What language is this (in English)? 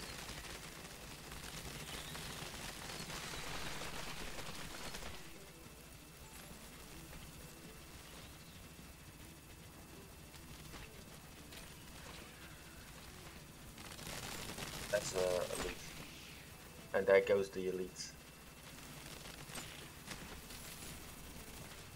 English